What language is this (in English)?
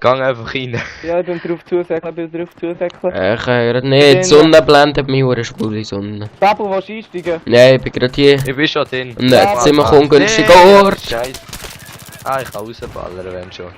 Swiss German